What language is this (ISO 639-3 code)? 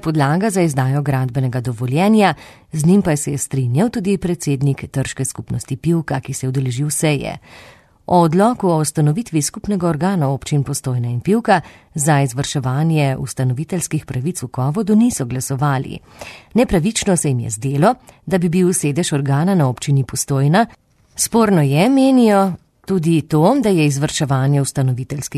slv